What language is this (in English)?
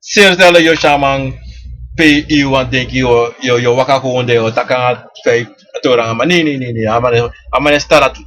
Sranan Tongo